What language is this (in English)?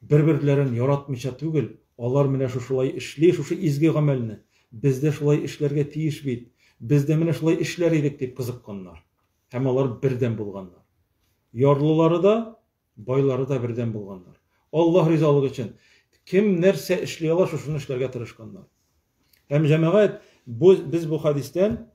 Tatar